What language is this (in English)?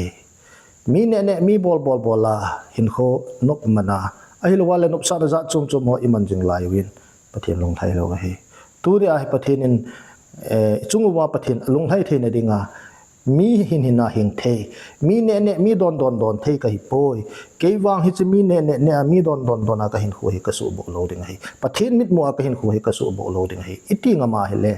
Thado Chin